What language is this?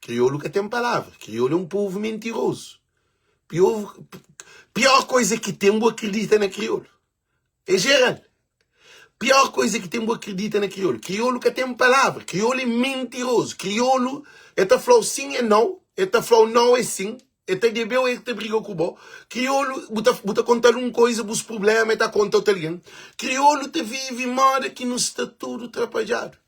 Kabuverdianu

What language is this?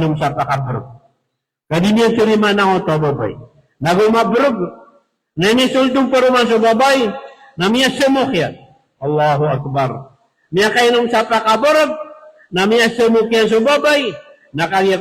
Maranao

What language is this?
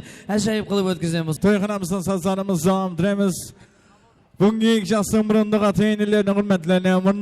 Kara-Kalpak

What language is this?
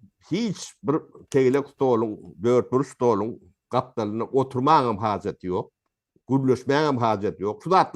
Turkmen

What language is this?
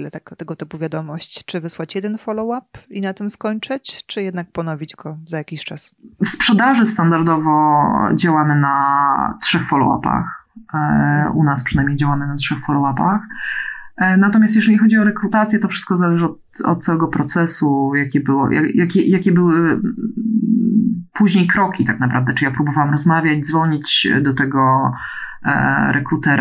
Polish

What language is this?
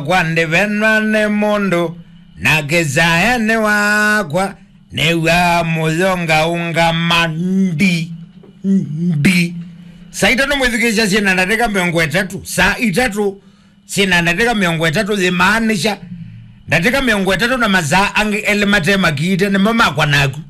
Kamba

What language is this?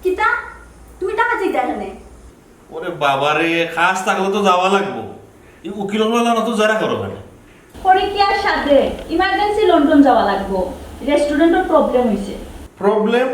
Sylheti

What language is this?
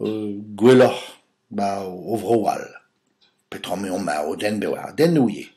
Breton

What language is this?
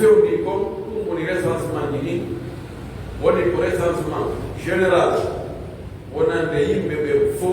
Pular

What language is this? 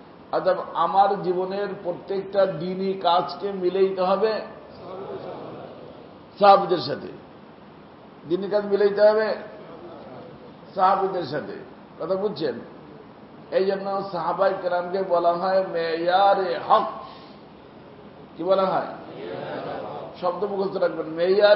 Bangla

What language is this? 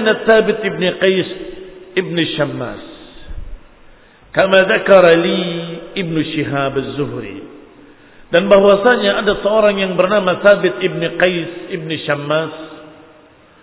Indonesian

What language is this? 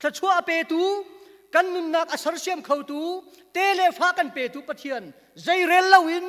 Hakha Chin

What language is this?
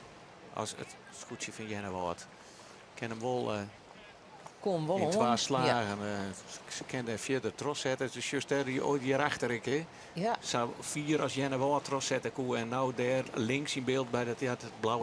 Western Frisian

